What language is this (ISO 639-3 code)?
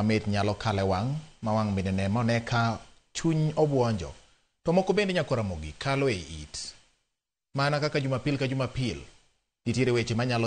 luo